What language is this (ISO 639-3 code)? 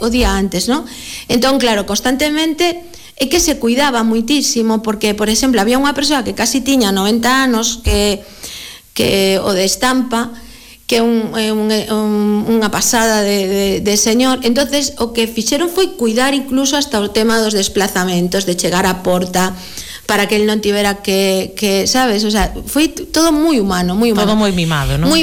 glg